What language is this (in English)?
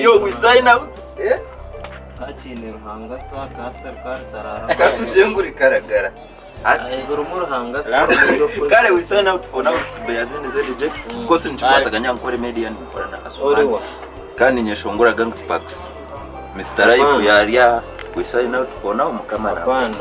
Nyankole